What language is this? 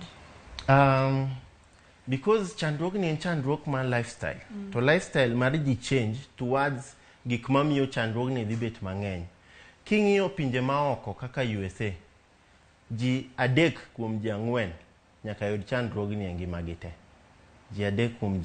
Luo (Kenya and Tanzania)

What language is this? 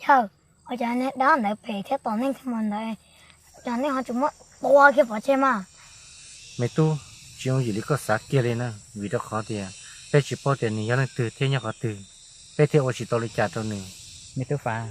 Hmong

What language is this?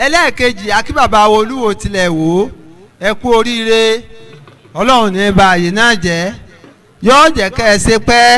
Yoruba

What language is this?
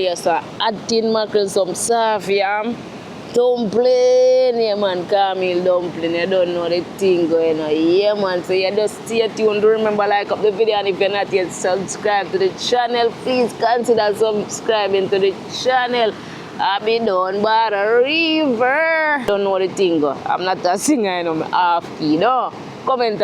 Jamaican Creole English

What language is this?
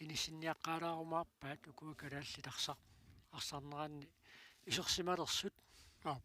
Kalaallisut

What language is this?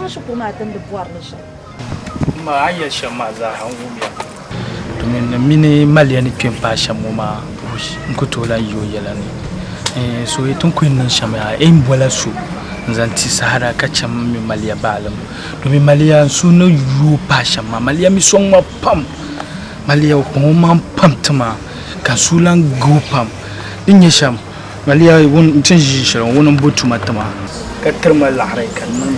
Dagbani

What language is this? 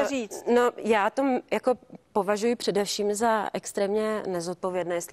Czech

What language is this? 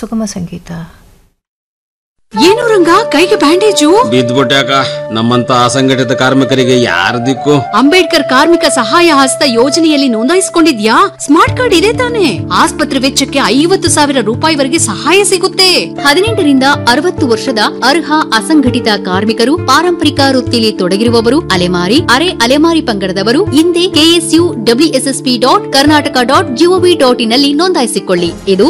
Kannada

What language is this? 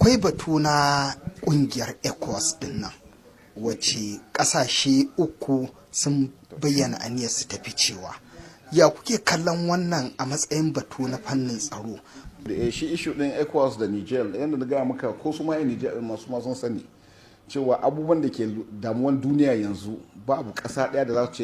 Hausa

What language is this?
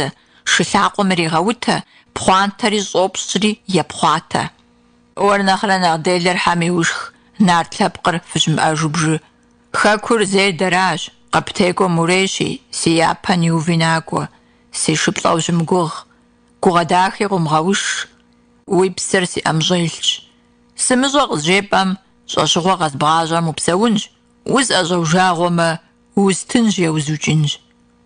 Kabardian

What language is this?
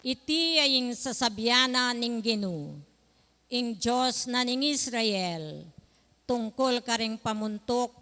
Pampanga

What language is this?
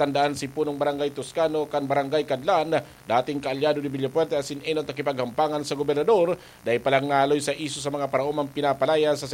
Bikol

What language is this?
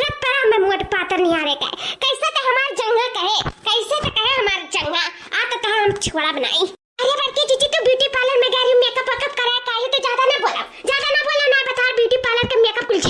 Awadhi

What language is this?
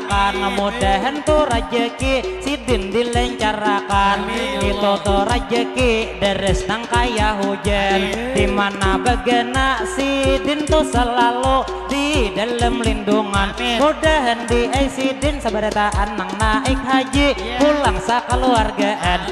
Banjar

